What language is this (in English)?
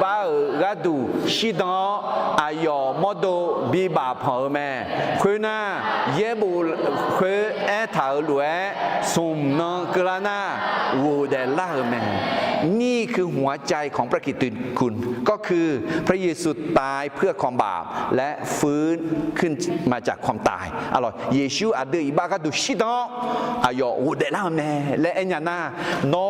Akha